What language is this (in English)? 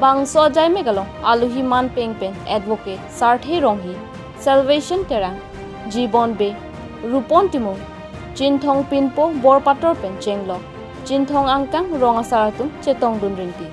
Karbi